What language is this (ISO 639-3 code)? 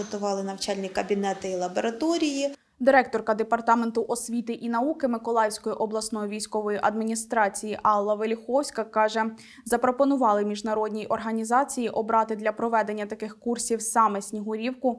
ukr